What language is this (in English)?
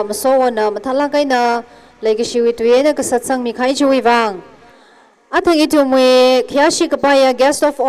Tangkhul Naga (India)